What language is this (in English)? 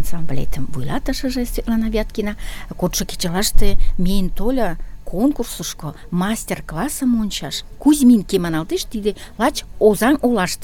Mari